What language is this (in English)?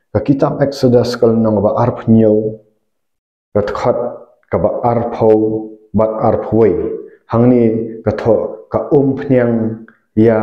Khasi